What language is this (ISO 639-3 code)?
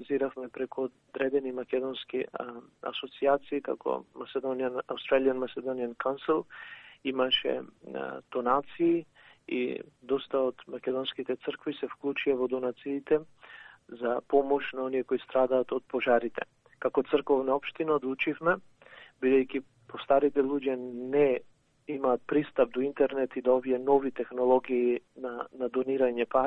mkd